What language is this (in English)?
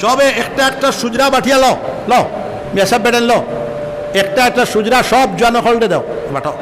Sylheti